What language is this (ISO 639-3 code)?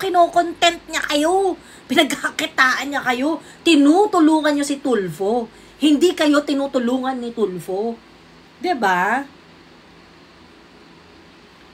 fil